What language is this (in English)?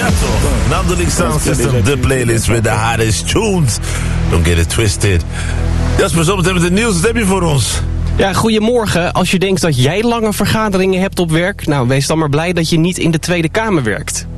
Dutch